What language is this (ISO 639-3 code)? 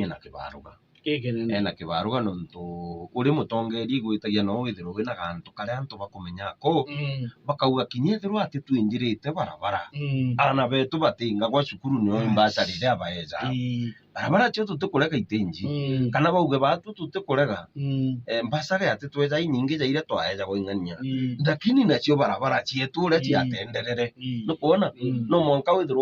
mer